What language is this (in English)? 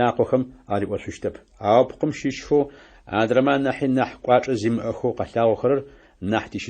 Adyghe